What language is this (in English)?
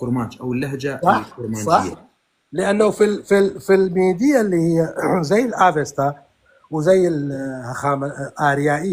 North Levantine Arabic